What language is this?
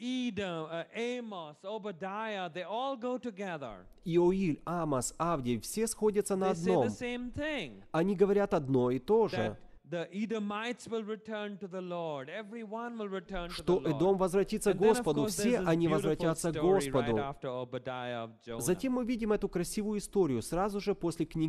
Russian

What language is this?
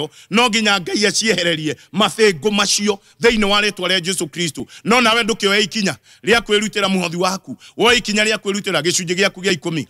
Kikuyu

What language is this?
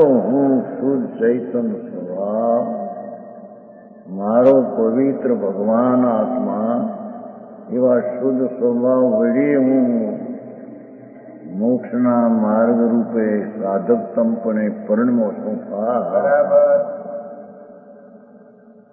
Gujarati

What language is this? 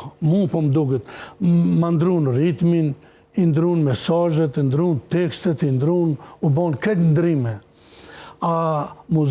Albanian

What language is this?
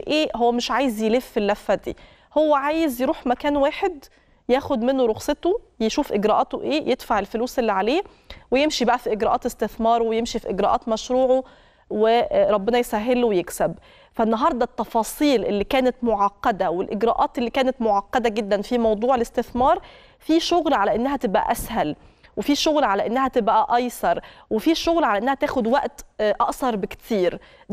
Egyptian Arabic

